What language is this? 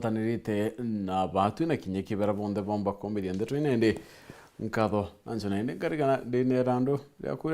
Meru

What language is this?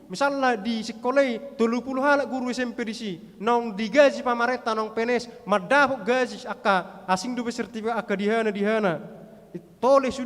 Batak Toba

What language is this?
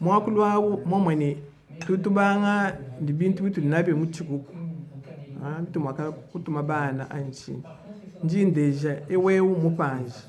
Luba-Lulua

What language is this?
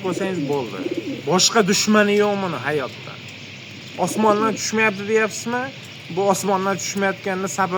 Uzbek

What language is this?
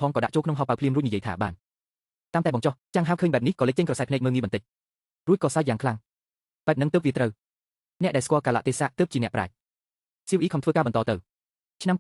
Khmer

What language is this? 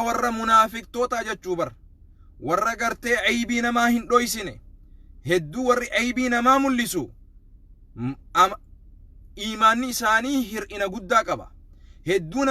Oromo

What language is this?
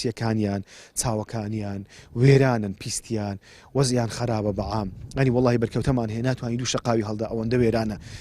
Central Kurdish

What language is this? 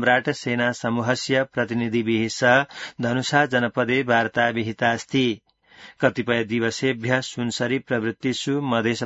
Sanskrit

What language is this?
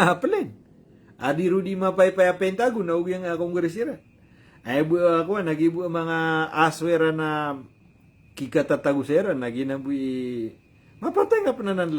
Maranao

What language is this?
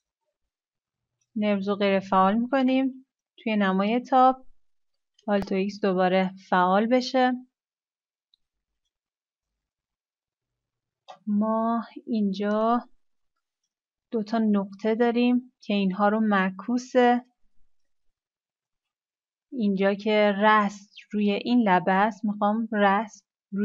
Persian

